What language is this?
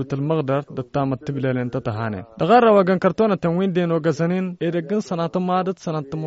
Tamasheq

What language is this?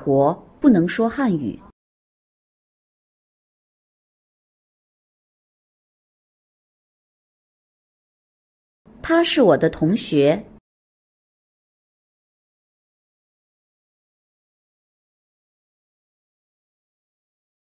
Chinese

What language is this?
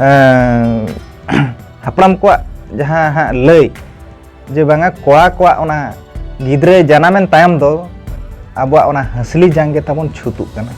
Santali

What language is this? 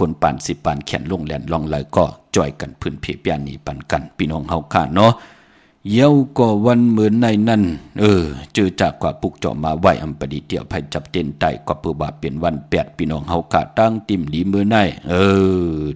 Shan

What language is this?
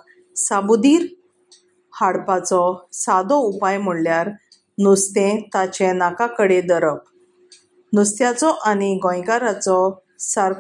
Konkani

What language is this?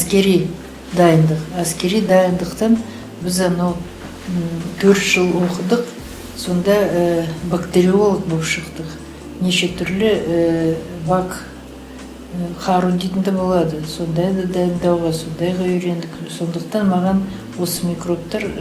Kazakh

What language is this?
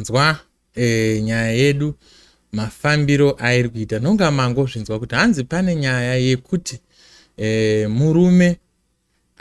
Shona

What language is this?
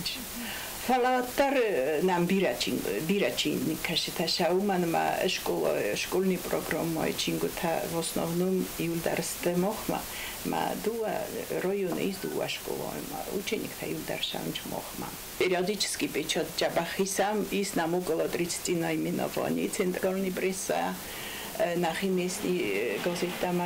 Ossetic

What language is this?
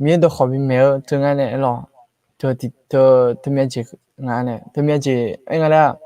Akha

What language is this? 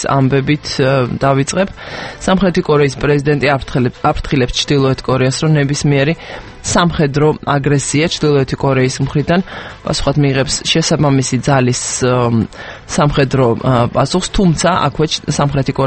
Georgian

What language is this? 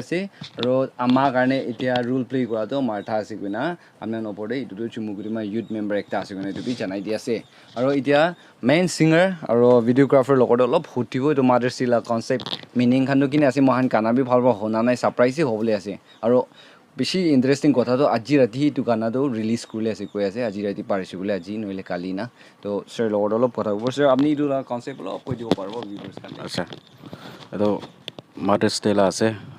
Naga Pidgin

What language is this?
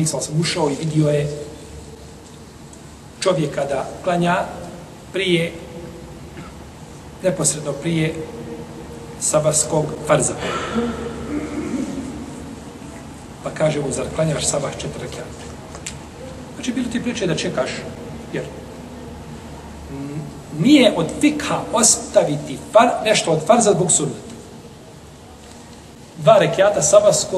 Bosnian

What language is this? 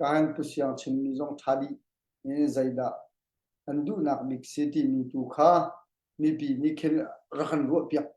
Hakha Chin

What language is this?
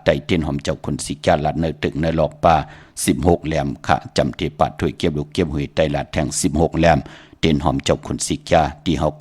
Shan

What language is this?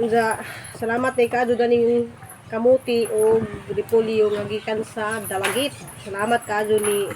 Cebuano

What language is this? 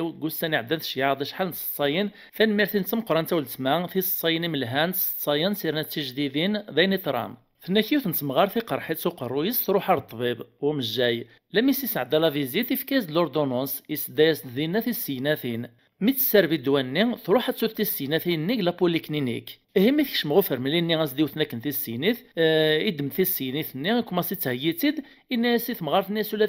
Kabyle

